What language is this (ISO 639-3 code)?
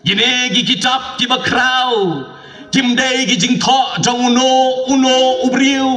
kha